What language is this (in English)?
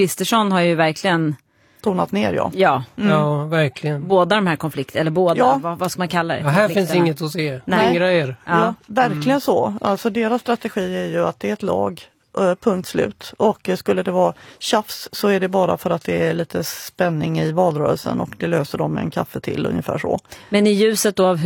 Swedish